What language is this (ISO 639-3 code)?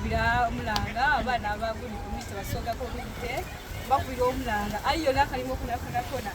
xog